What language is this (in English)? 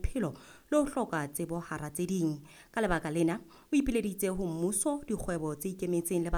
Southern Sotho